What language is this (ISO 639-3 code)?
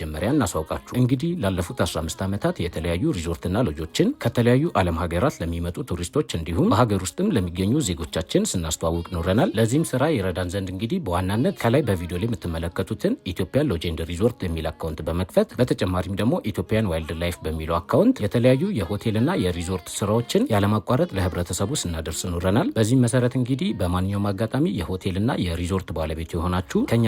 amh